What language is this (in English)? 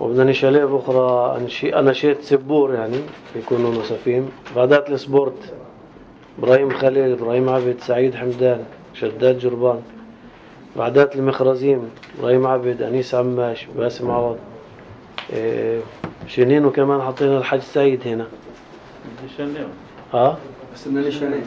North Levantine Arabic